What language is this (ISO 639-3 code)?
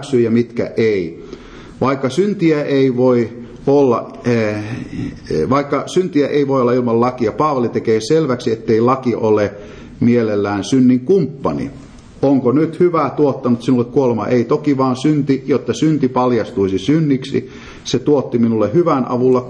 fin